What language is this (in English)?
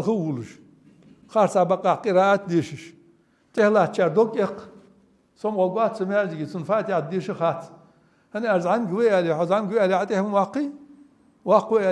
Ingush